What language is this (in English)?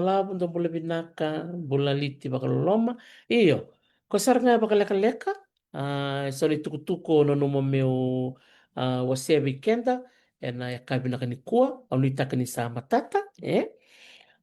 Fijian